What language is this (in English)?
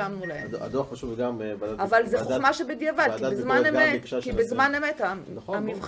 Hebrew